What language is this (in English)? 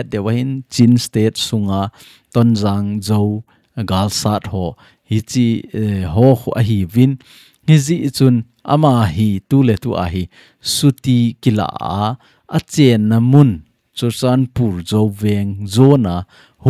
Thado Chin